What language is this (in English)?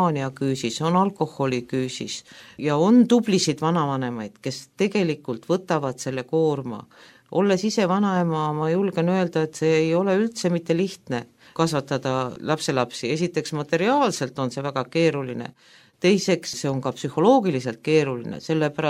Estonian